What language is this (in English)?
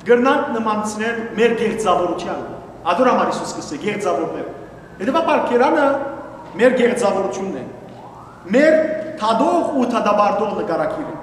Western Armenian